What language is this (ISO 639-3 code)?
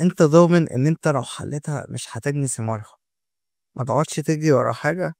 arz